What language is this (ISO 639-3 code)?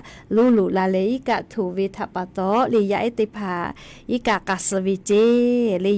lhu